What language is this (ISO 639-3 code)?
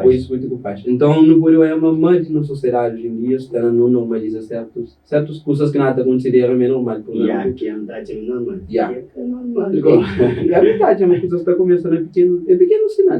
kea